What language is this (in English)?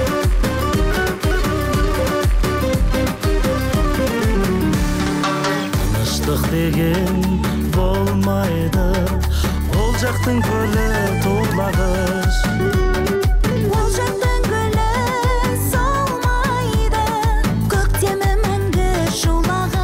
Kazakh